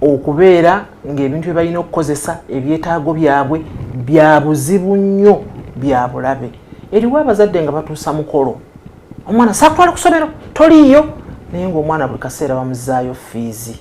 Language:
Ganda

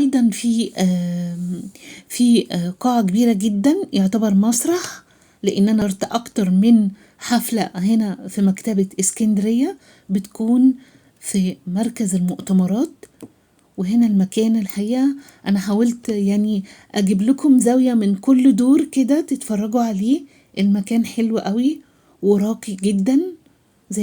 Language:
Egyptian Arabic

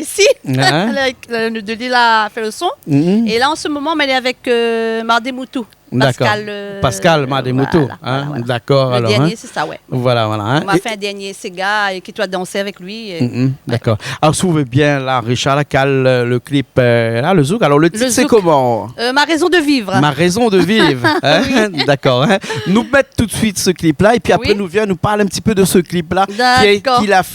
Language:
Réunion Creole French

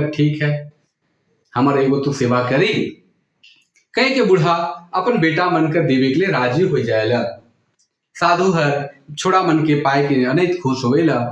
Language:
Sadri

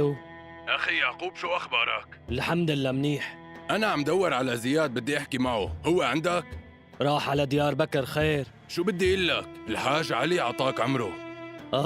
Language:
North Levantine Arabic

